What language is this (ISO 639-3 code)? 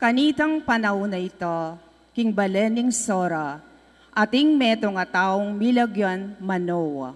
pam